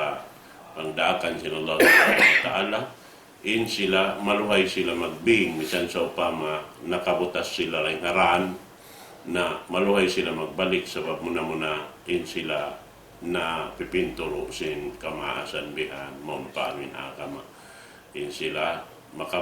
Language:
Tausug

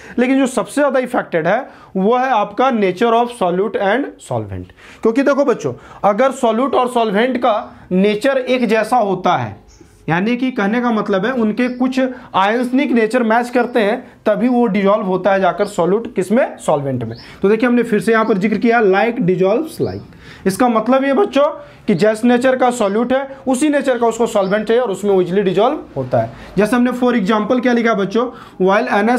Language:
Hindi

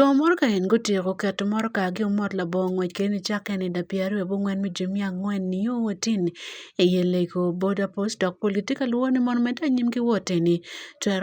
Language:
Acoli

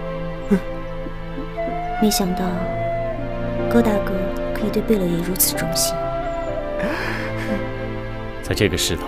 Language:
Chinese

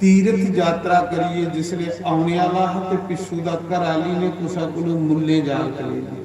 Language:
Dogri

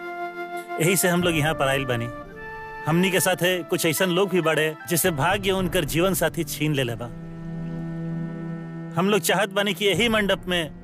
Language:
Bhojpuri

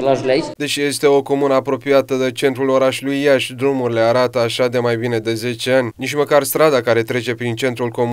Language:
Romanian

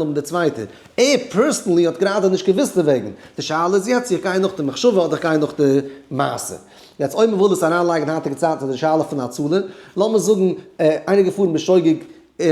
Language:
Yiddish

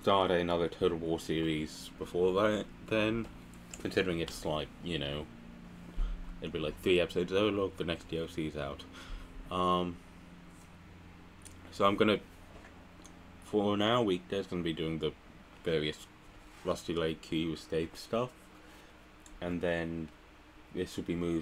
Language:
English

